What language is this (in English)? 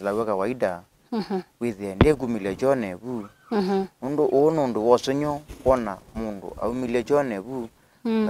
Kamba